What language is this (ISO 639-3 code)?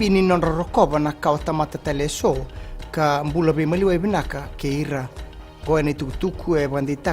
fij